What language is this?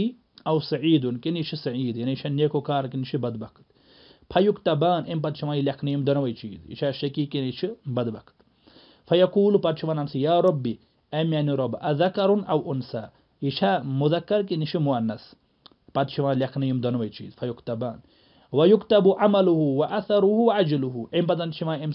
Kashmiri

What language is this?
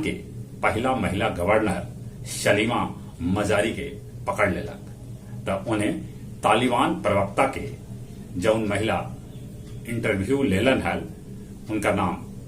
Magahi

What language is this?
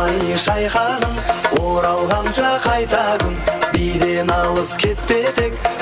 Kara-Kalpak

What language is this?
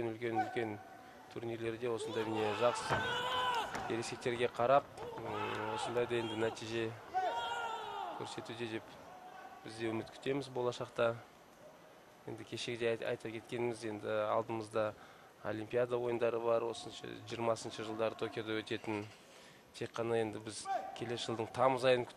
Kazakh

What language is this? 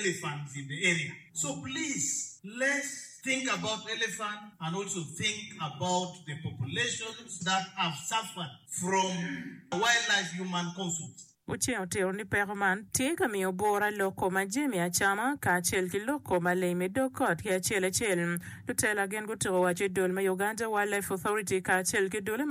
Acoli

